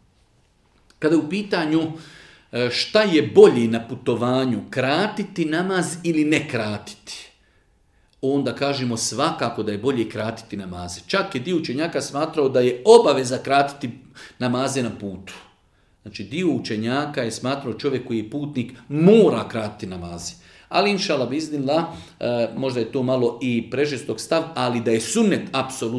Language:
Bosnian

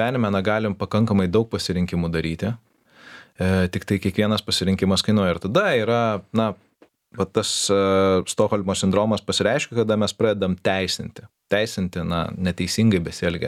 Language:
Lithuanian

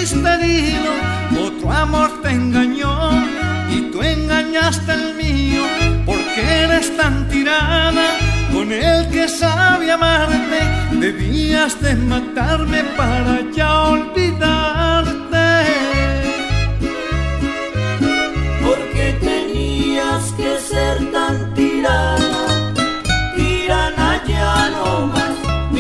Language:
Spanish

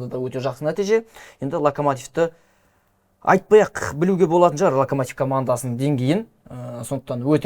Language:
Kazakh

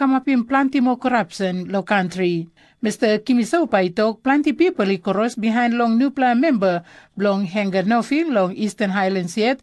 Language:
Tok Pisin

